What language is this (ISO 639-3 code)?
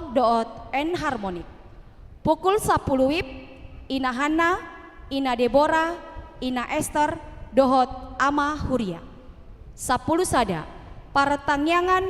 bbc